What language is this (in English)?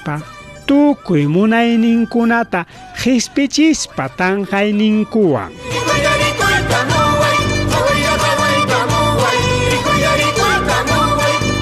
Ayacucho Quechua